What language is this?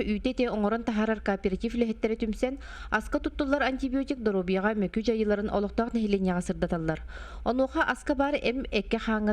Yakut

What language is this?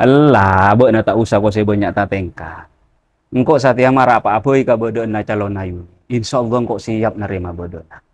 Madurese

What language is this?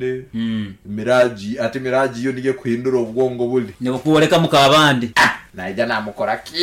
Nyankole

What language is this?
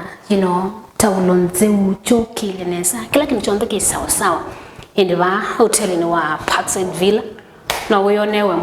Kamba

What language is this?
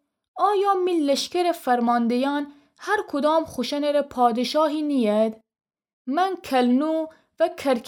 Gilaki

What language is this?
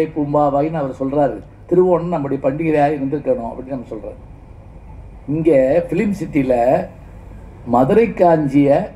Tamil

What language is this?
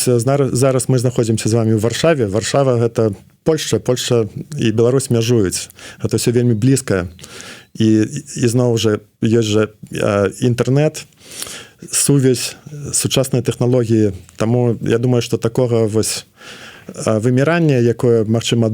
Belarusian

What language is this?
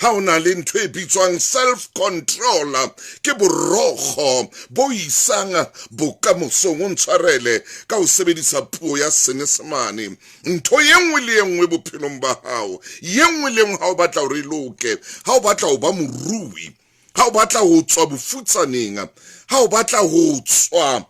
Southern Sotho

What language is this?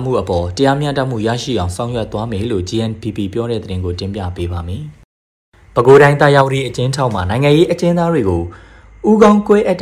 Burmese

